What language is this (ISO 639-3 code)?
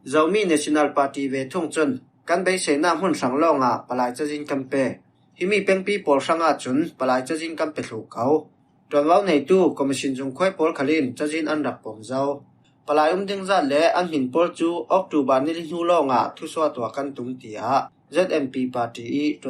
cfm